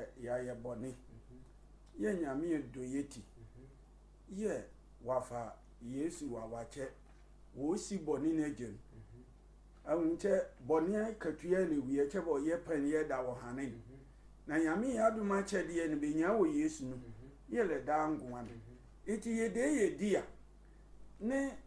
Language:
Sehwi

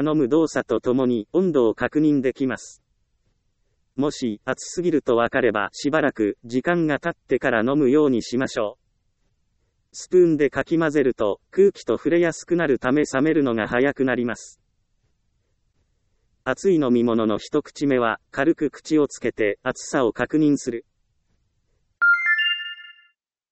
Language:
Japanese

